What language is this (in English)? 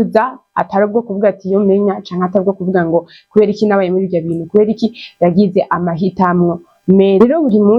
Rundi